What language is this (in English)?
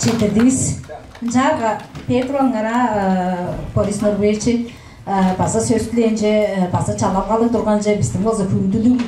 Tuvinian